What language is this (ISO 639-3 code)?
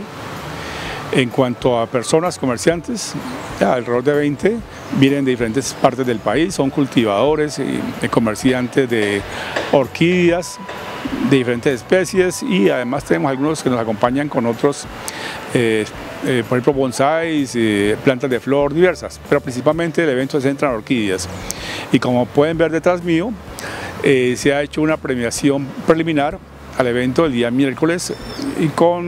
spa